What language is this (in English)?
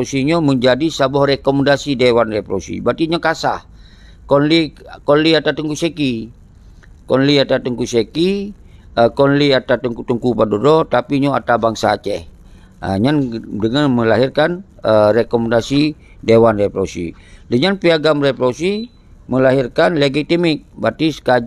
Achinese